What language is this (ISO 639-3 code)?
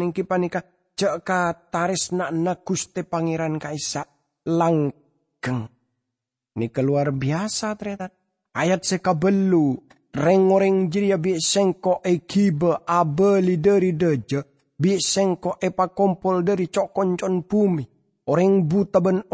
mad